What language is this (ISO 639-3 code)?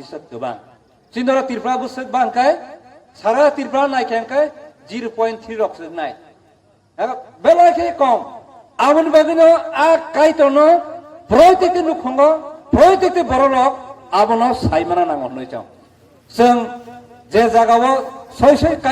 trp